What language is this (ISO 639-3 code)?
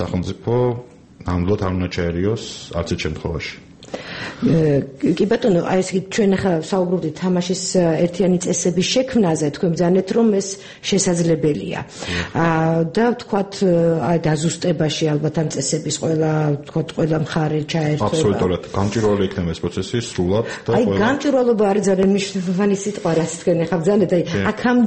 kat